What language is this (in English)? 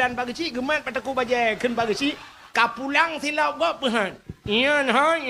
Achinese